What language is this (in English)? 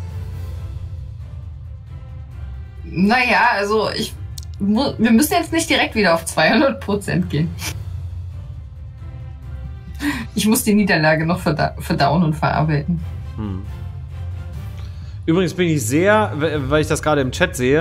German